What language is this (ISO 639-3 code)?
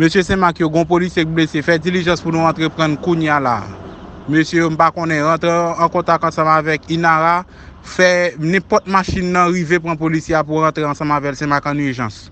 hat